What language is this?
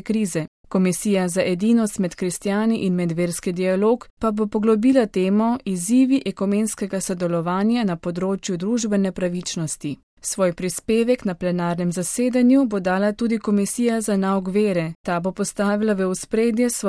Slovenian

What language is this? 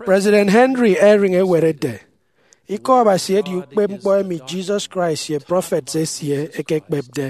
Efik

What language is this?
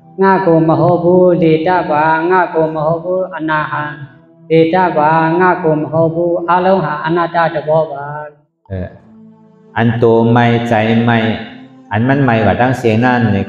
Shan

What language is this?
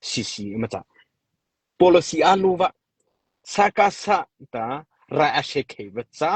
Mara Chin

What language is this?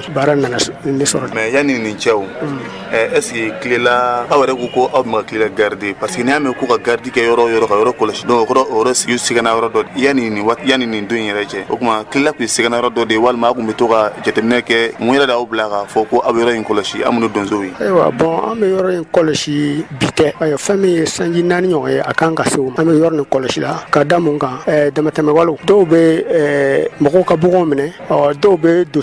Bambara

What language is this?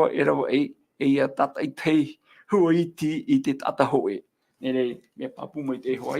Tahitian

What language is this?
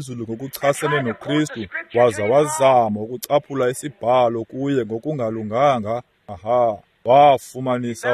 Xhosa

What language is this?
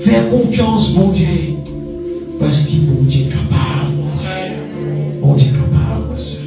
Morisyen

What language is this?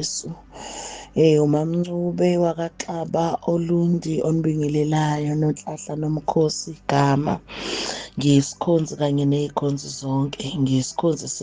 Zulu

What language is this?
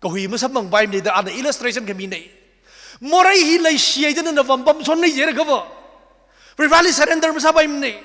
Tangkhul Naga (India)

